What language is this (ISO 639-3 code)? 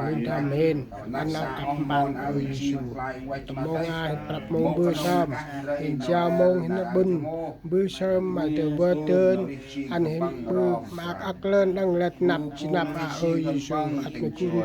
cmo